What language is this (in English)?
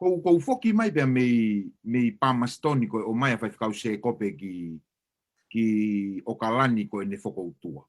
Tongan